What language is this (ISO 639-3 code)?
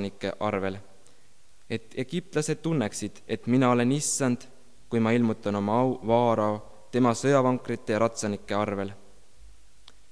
est